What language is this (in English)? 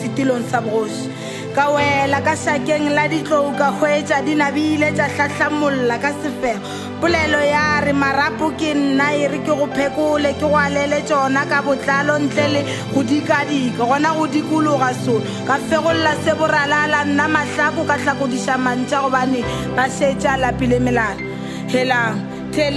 Northern Sotho